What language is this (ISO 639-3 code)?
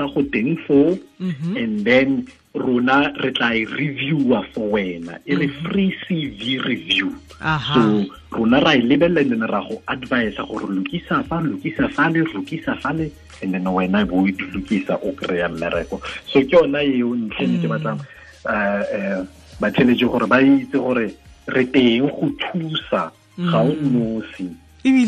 tsn